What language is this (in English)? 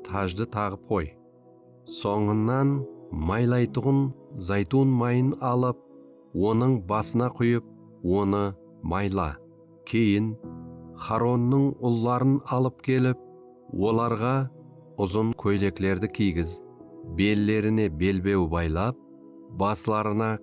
Kara-Kalpak